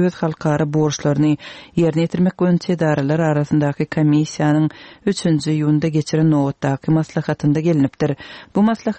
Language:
Turkmen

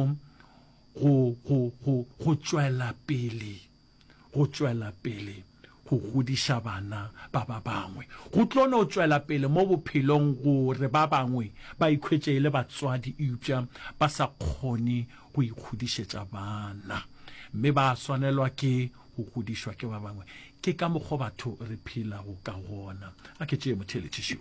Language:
Northern Sotho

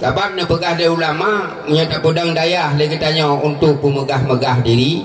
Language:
Achinese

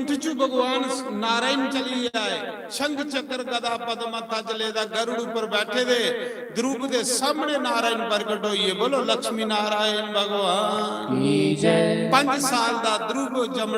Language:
Dogri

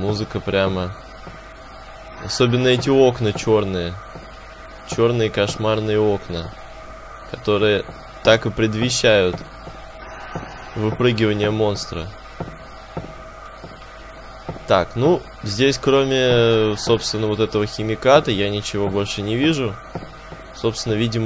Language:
Russian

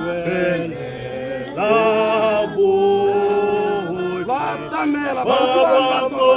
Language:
Tswana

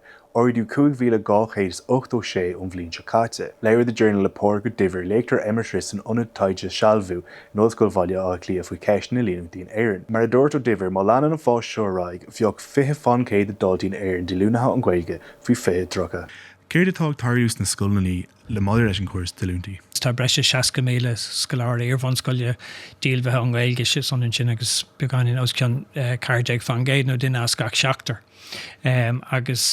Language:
Irish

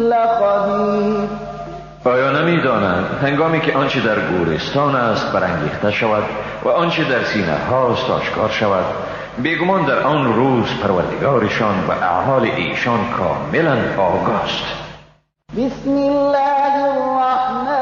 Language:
Persian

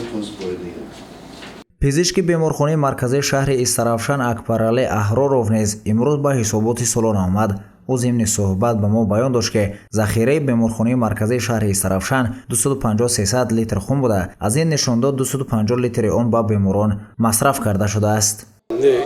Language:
Tajik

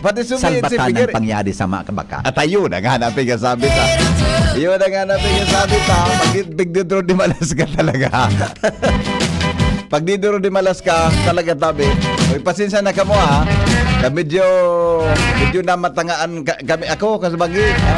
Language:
Bikol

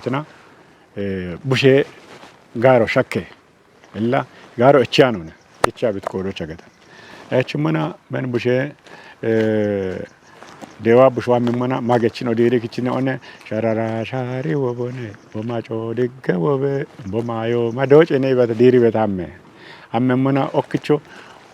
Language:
Kafa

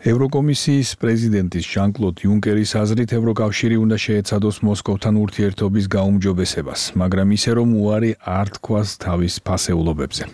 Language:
Georgian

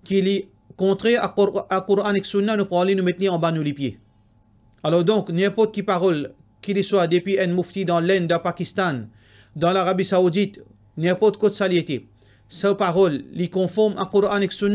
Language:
Morisyen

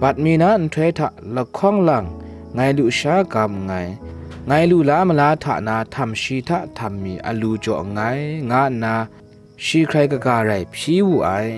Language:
Kachin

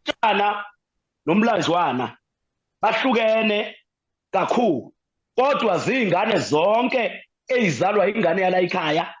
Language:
Zulu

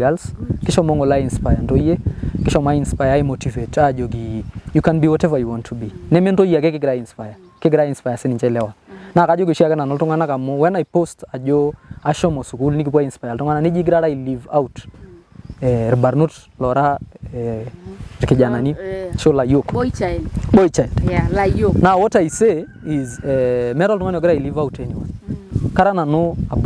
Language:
Masai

